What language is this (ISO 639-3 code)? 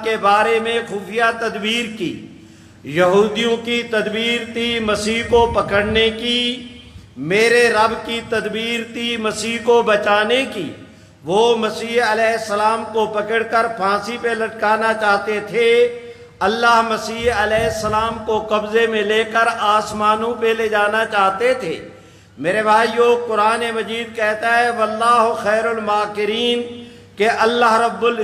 urd